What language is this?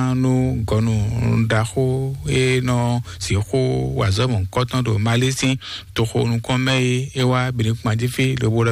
Fon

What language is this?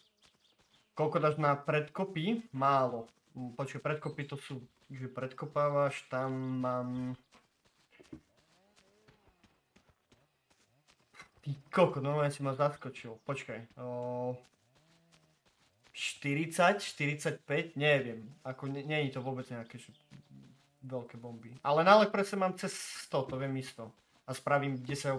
Slovak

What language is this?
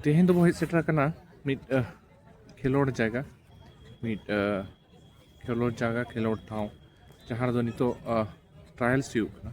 Santali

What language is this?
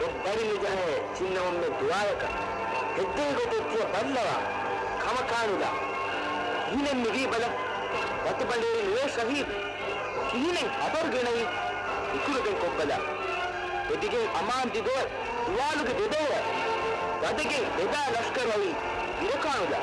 Divehi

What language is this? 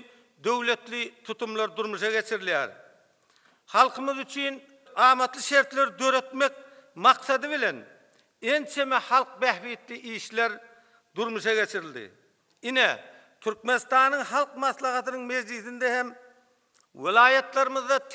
Turkmen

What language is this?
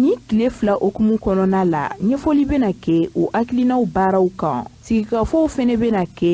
Bambara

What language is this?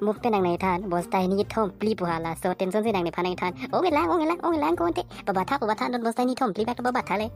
Karbi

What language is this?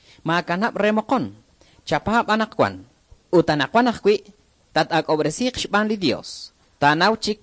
Kekchí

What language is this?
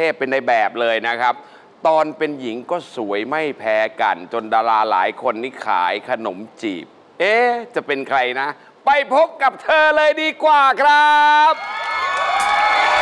Thai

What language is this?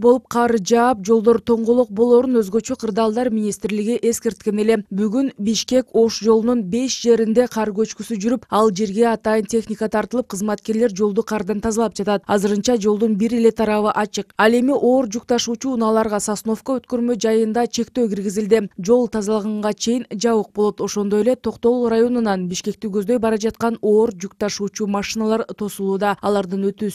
Kyrgyz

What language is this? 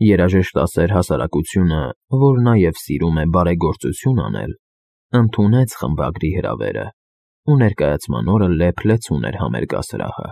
Armenian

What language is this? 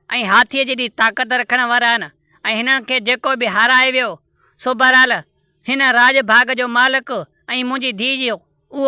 Sindhi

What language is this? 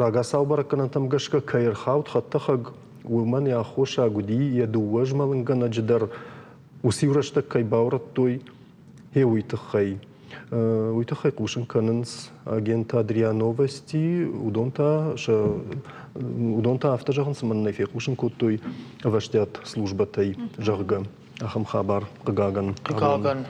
Ossetic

